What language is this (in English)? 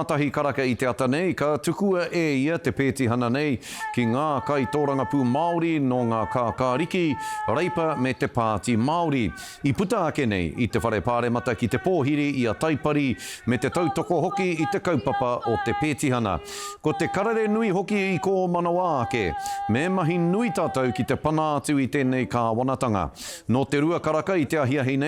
Māori